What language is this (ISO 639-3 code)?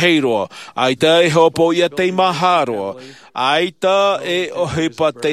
tah